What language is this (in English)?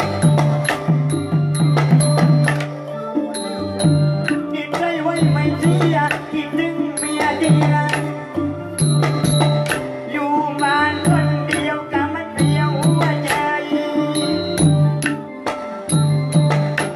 Thai